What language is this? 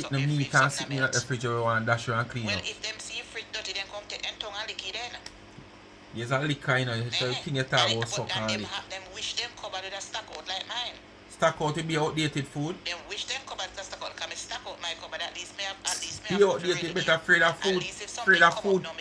Jamaican Creole English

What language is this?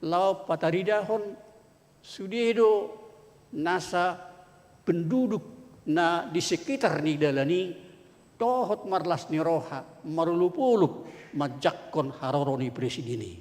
Batak Toba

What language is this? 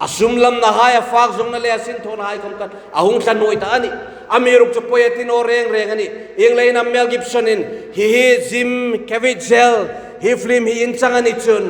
Hmar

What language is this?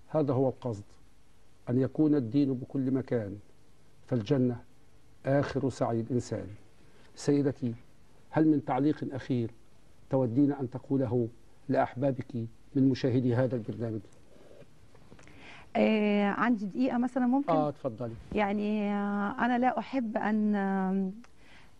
Arabic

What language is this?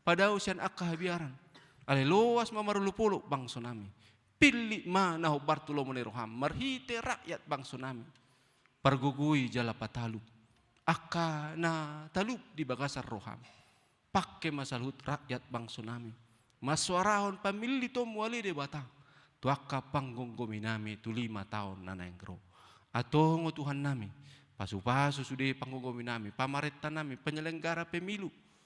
Batak Toba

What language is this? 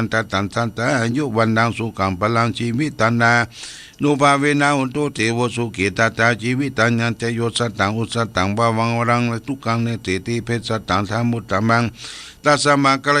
Pali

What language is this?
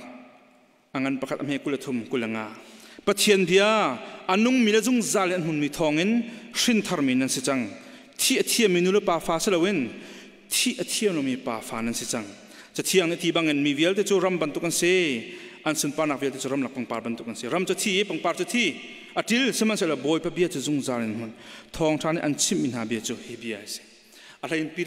Hakha Chin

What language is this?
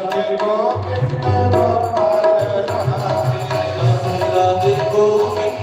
Dogri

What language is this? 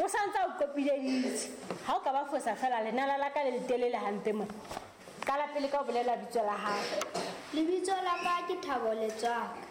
Southern Sotho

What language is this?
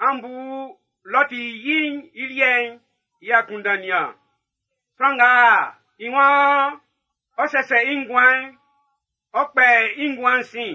Baoulé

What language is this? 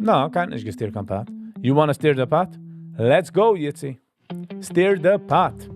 Yiddish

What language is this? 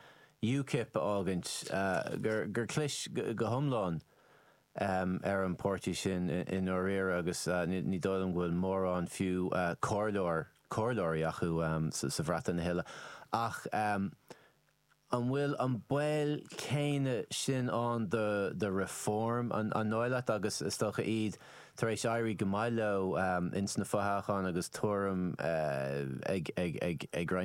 Irish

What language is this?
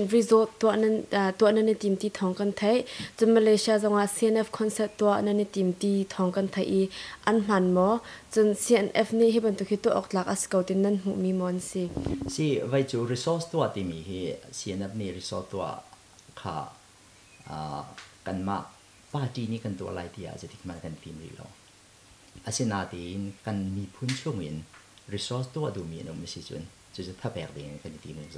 Hakha Chin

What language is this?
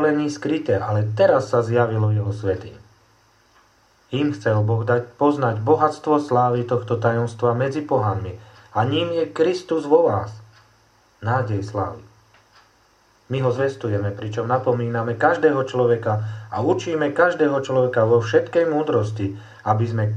Slovak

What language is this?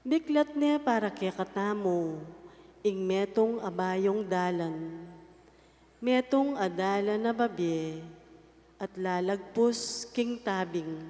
Pampanga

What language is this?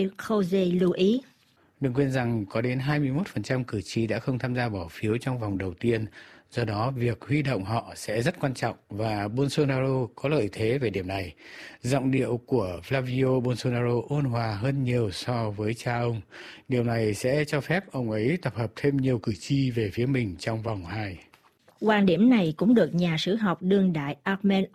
Vietnamese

